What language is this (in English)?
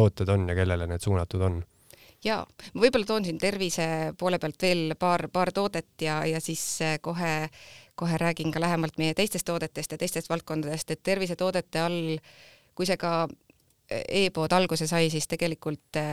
Estonian